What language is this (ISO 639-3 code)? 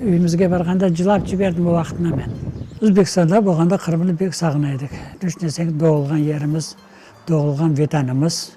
crh